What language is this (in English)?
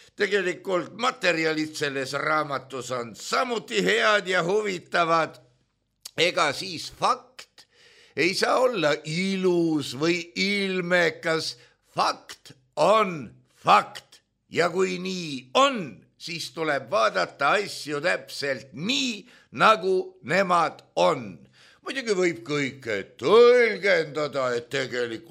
Estonian